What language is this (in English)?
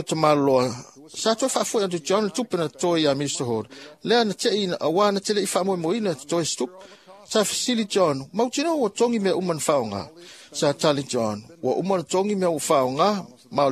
Samoan